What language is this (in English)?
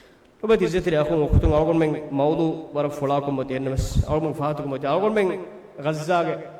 Divehi